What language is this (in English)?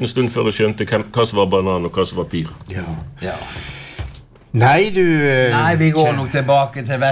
Norwegian